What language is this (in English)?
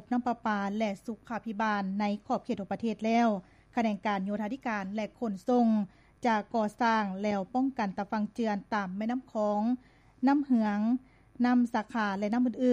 Lao